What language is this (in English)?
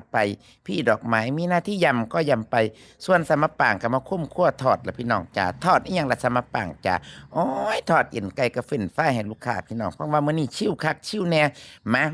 Northeastern Thai